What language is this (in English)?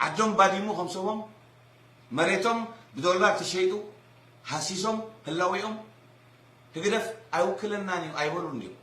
Tigrinya